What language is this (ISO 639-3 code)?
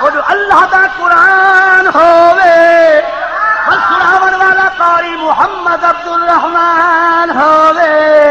skr